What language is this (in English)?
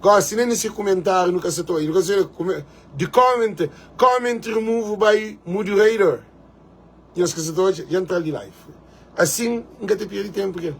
Kabuverdianu